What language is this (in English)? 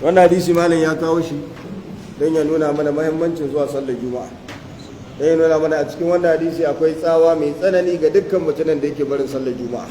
Hausa